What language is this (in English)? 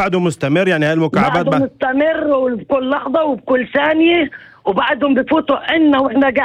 North Levantine Arabic